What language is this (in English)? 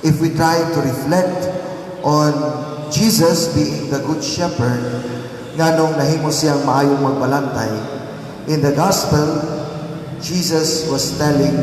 Cebuano